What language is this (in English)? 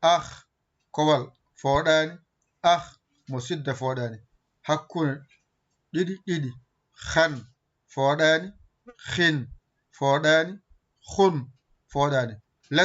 Fula